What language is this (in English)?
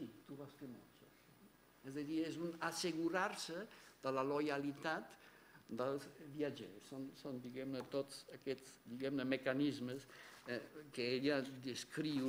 Catalan